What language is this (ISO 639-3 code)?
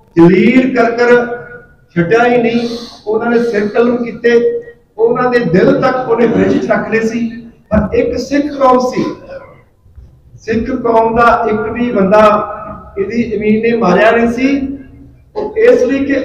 pan